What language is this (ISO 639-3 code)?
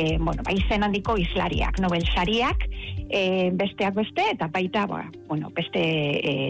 eus